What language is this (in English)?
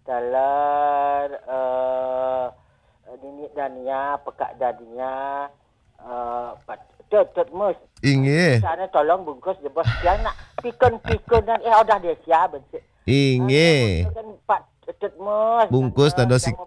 Balinese